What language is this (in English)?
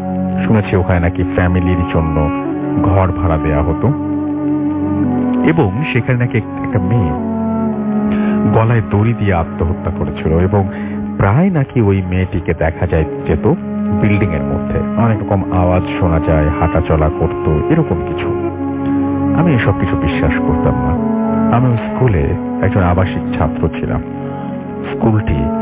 Bangla